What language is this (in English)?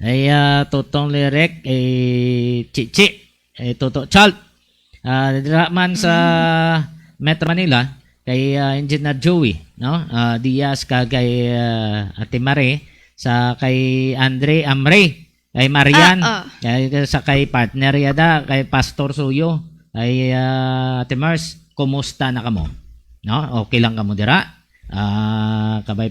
Hiligaynon